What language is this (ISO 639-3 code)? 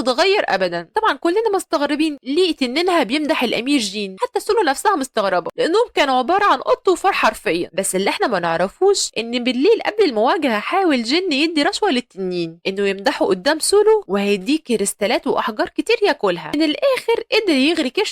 arz